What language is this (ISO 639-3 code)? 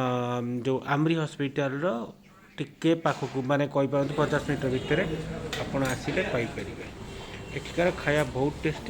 ori